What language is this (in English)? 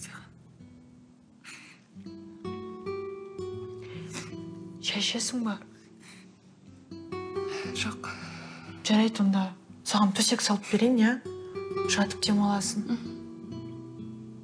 Kazakh